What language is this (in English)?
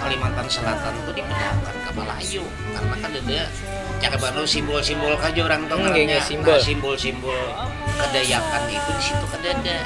Banjar